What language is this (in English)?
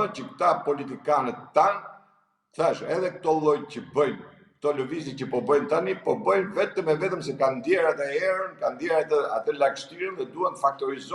Albanian